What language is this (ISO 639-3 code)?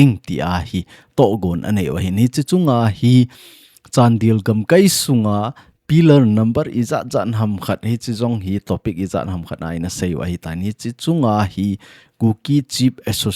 tcz